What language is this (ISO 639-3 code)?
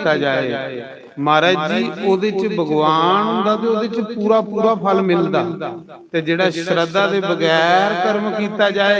doi